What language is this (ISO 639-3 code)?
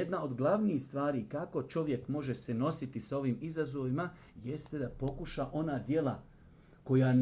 bos